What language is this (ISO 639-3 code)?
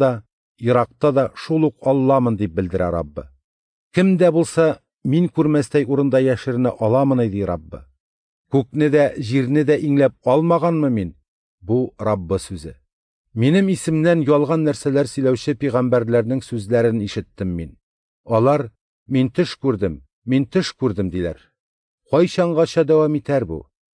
tat